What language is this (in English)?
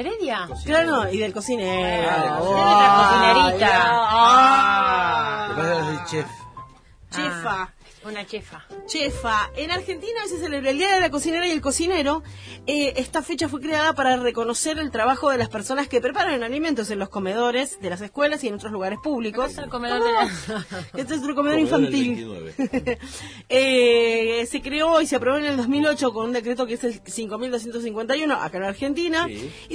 Spanish